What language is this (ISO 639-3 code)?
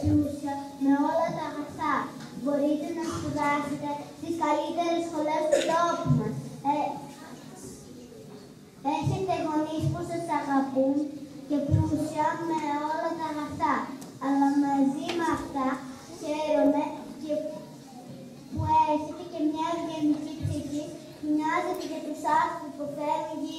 ell